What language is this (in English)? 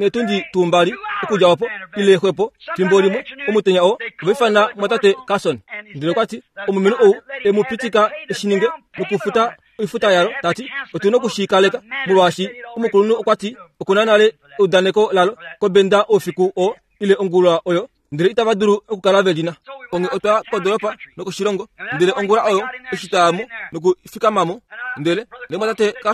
Kuanyama